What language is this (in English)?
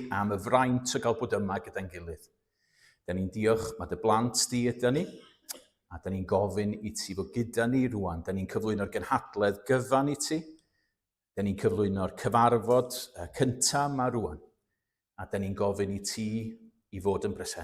Welsh